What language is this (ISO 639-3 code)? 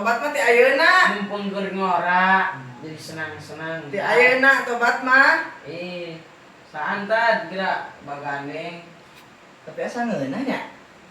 sun